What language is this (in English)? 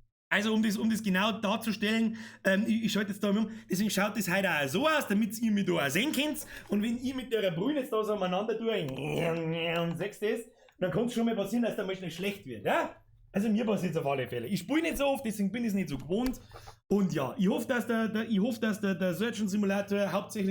Bavarian